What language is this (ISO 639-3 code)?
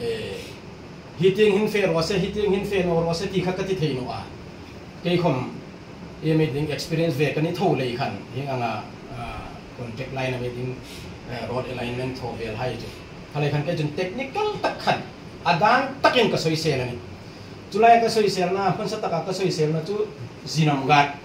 hmr